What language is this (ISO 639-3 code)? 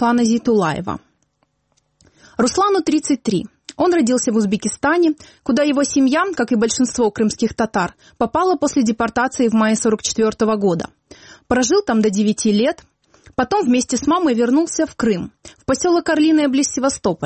rus